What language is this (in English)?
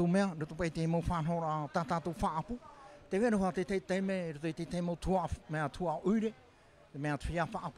Tahitian